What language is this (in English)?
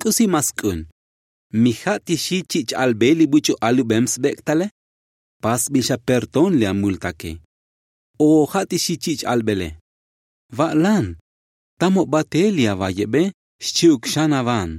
Tzotzil